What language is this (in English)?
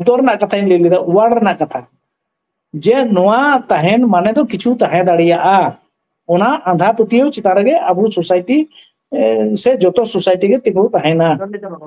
Santali